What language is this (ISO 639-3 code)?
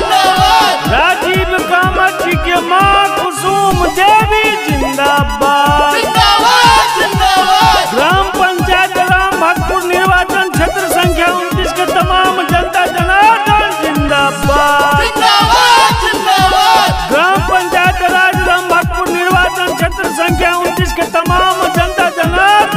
mai